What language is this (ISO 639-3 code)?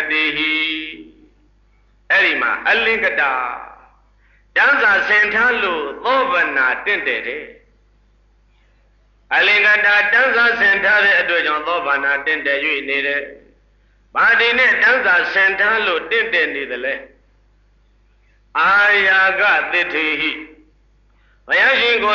mya